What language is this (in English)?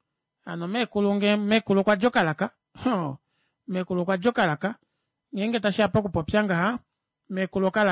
Kuanyama